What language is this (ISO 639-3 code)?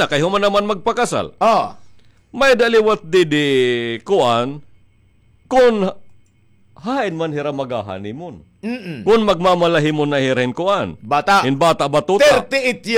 war